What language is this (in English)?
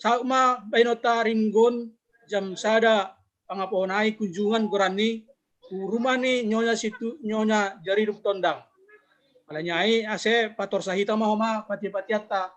Batak Simalungun